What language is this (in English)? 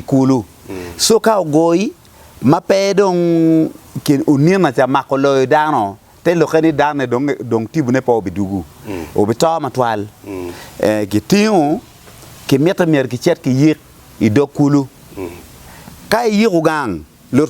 Acoli